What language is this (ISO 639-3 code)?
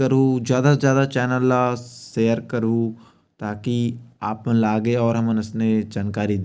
hne